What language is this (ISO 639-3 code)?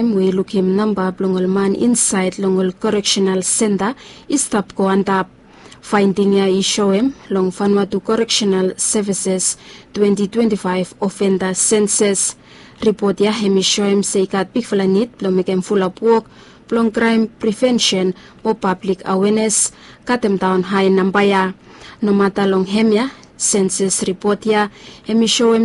bis